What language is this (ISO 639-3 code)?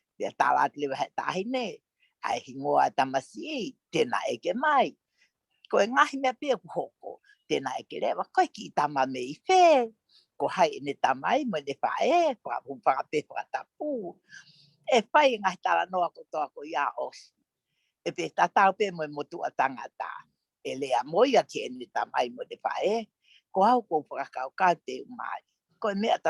ton